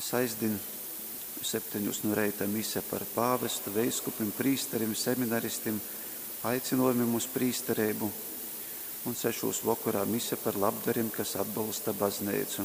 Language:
Latgalian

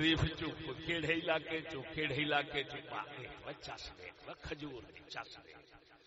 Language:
Saraiki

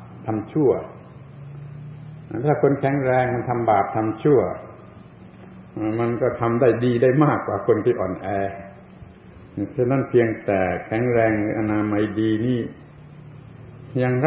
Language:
Thai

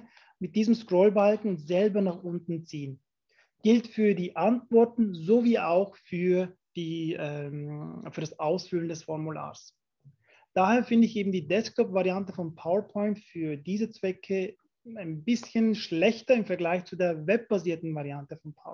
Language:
German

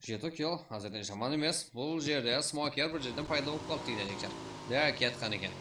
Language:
Kara-Kalpak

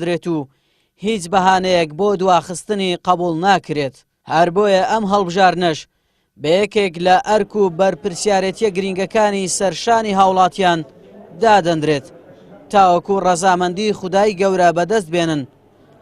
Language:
Central Kurdish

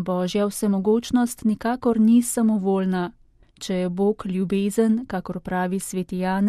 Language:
Slovenian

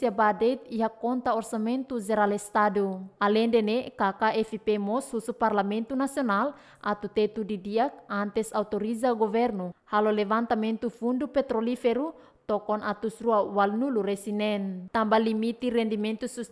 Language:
Tetum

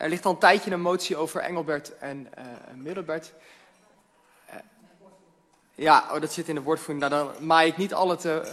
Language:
Dutch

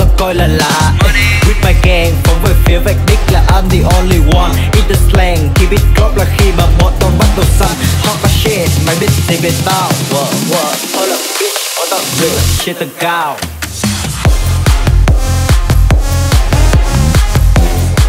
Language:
Vietnamese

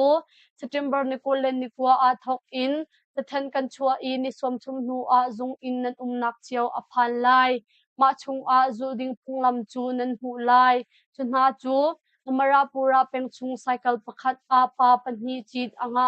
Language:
Hakha Chin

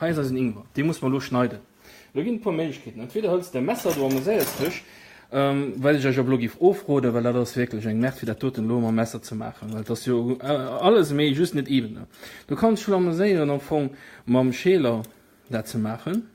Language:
Luxembourgish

